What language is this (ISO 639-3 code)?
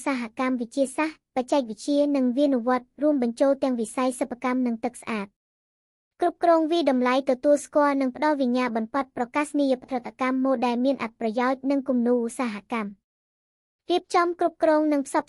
khm